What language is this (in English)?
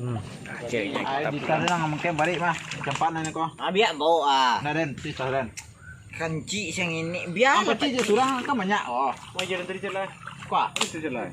Minangkabau